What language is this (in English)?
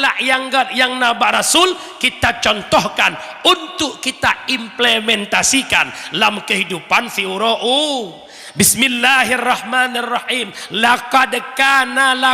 Achinese